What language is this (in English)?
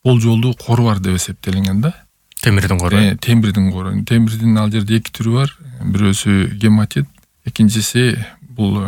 Kyrgyz